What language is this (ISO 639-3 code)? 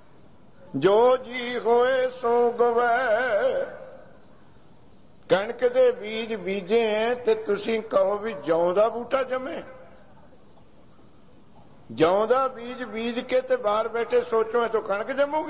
pan